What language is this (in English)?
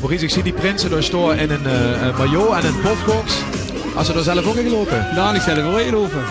Limburgish